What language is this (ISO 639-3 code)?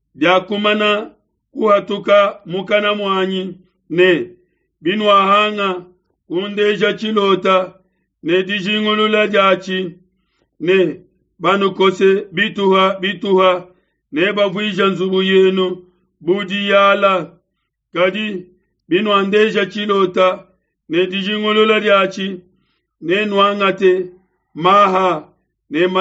lua